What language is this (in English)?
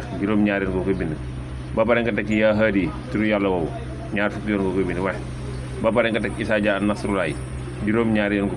Wolof